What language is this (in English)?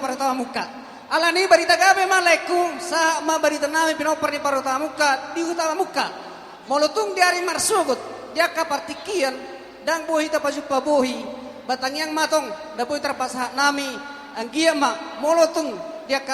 Batak Toba